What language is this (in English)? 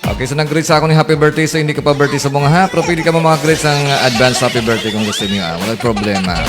Hiligaynon